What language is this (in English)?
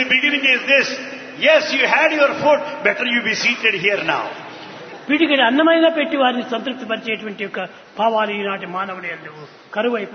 Telugu